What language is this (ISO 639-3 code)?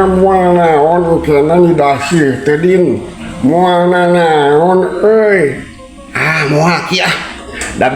sun